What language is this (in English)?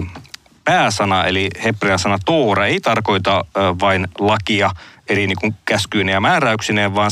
Finnish